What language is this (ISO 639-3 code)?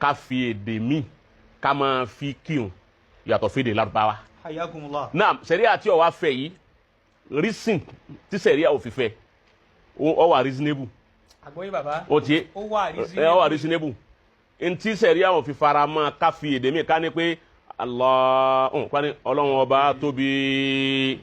yor